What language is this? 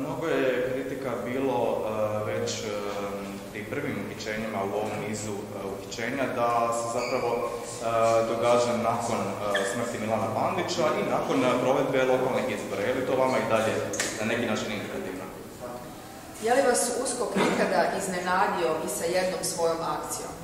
Croatian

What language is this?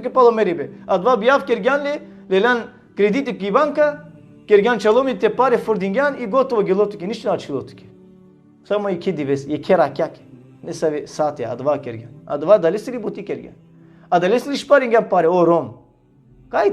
Balkan Romani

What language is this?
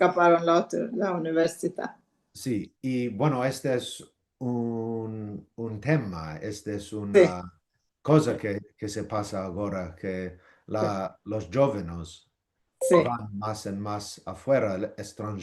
Ladino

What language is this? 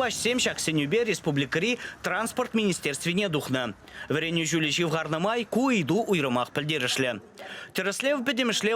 Chuvash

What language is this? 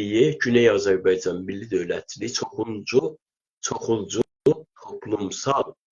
South Azerbaijani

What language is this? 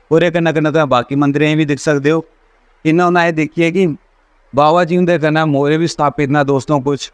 Dogri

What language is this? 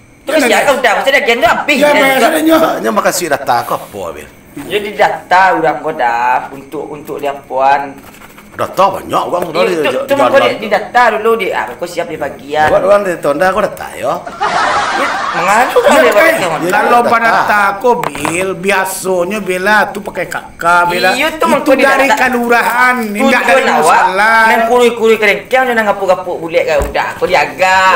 Minangkabau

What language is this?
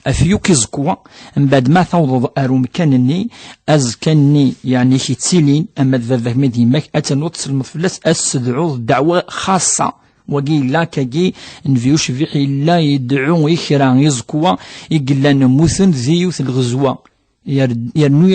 Kabyle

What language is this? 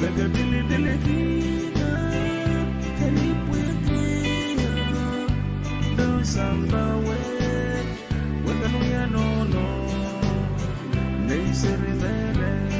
Pohnpeian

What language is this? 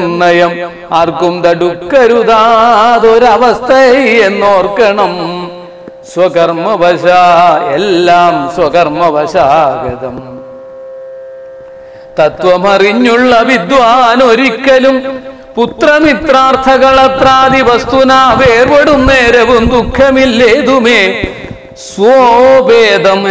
Malayalam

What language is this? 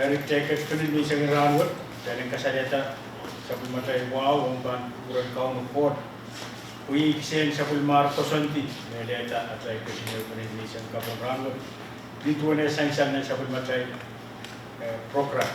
Pohnpeian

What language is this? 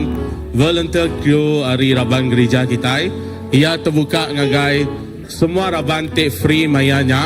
Iban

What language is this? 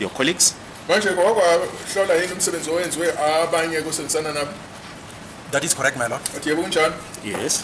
Zulu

